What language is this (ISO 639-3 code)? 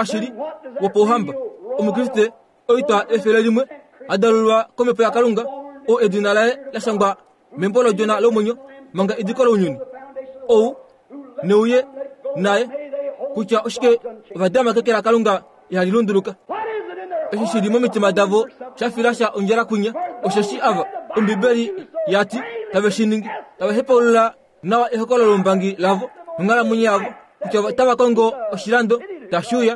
kua